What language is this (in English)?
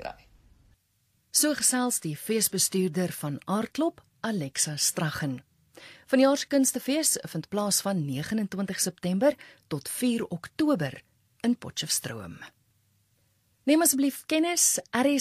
Afrikaans